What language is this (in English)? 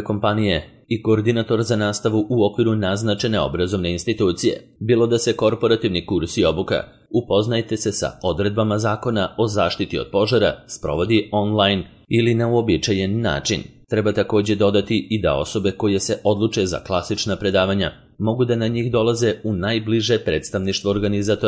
Serbian